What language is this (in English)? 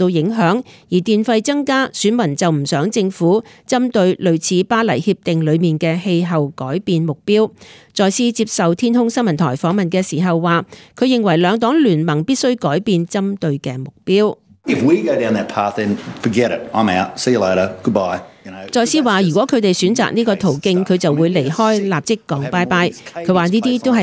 Cantonese